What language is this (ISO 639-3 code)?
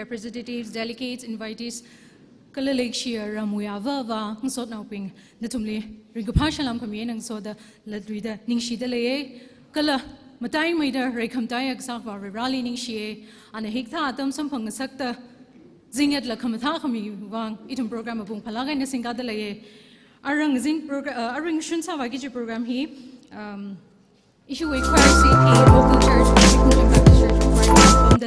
nmf